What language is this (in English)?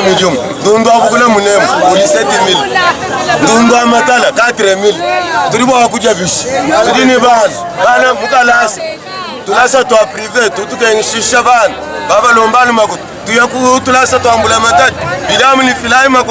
Luba-Lulua